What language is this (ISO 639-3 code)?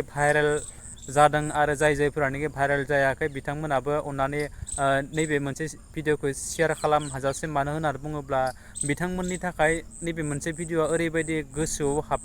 brx